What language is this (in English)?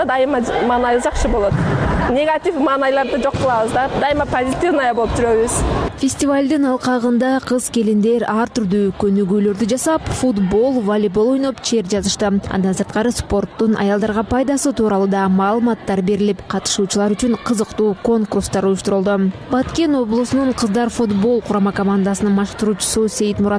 Kyrgyz